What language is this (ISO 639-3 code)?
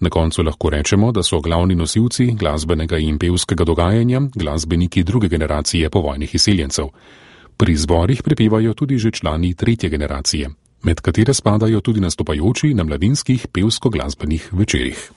slv